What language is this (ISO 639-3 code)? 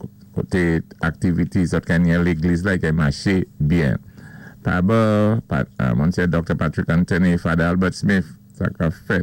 acf